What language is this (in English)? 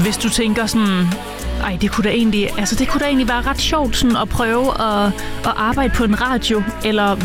Danish